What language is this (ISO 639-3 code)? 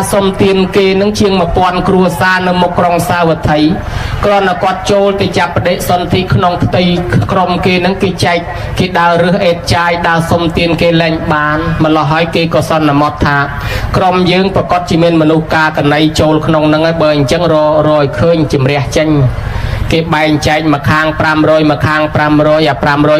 khm